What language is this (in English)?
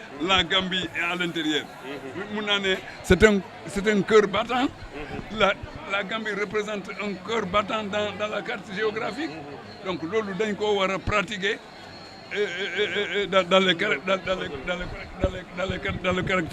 Fula